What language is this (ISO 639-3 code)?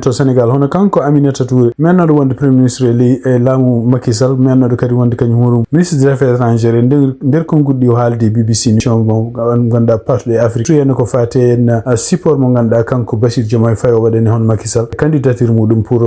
ful